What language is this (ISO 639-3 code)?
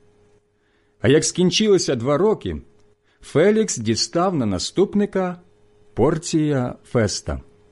ukr